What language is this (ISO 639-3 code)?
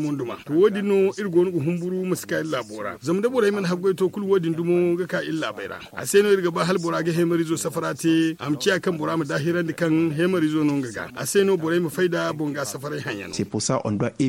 dje